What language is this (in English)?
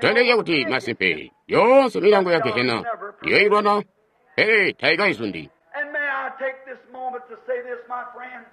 Tonga (Zambia)